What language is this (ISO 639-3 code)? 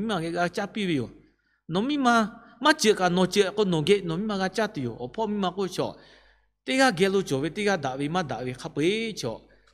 lhu